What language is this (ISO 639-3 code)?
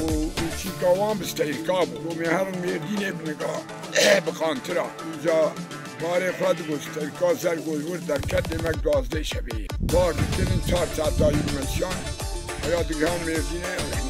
kur